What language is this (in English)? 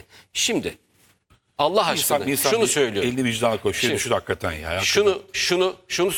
Turkish